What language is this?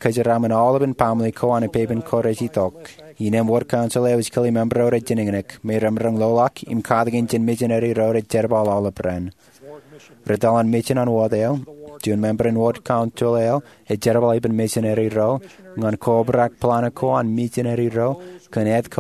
Marshallese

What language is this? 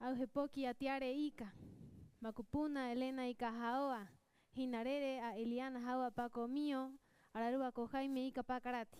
Rapanui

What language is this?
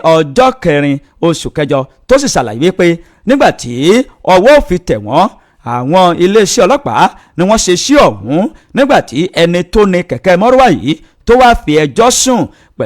Yoruba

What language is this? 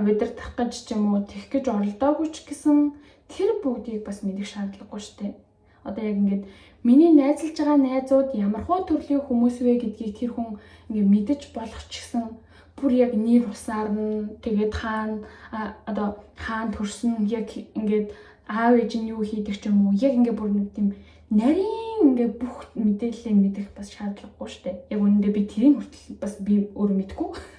Mongolian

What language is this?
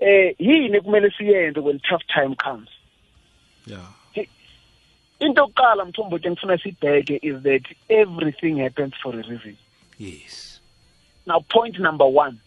South Ndebele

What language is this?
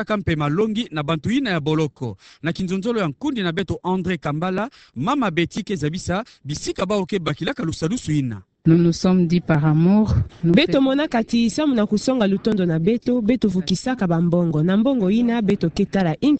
Kituba (Democratic Republic of Congo)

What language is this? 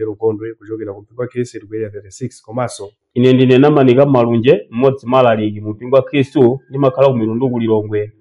Nyanja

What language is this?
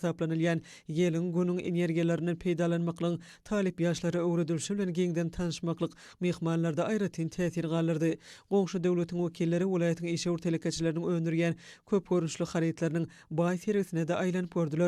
Turkmen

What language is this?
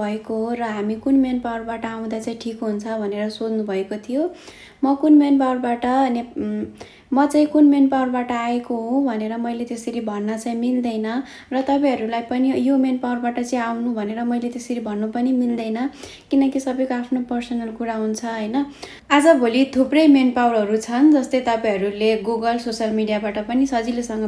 Nepali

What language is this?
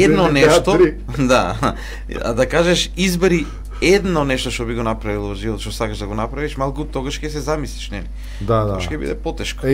Macedonian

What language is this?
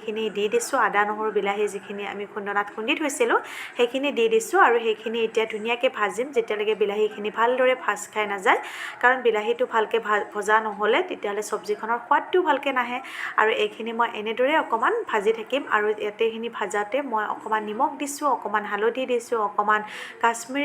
Assamese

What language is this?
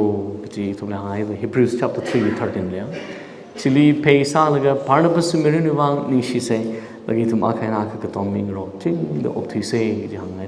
Tangkhul Naga (India)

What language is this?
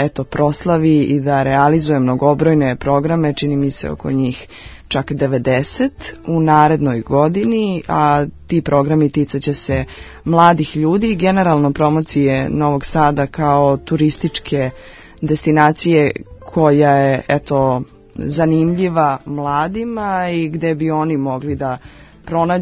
Serbian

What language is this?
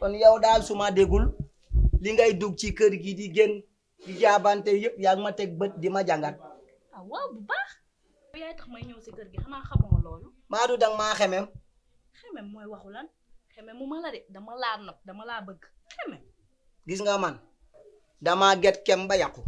Wolof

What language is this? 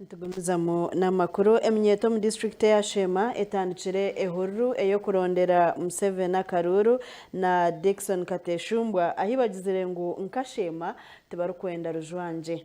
Nyankole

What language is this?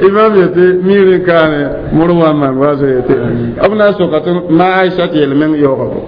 Mossi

